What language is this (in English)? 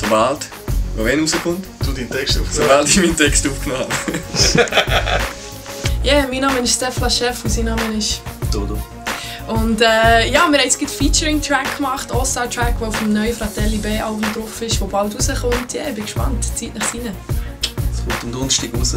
Swiss German